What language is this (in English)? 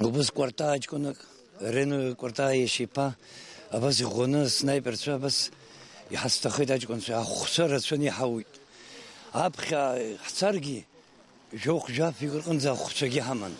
Abkhazian